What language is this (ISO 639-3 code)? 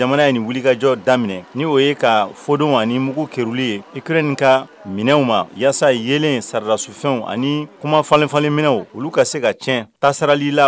bam